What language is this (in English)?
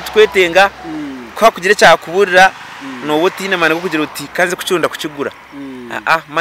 Nyankole